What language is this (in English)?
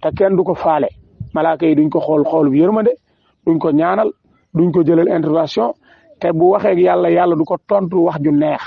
Wolof